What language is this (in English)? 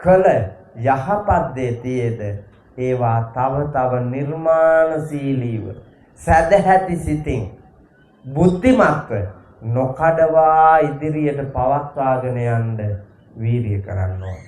Sinhala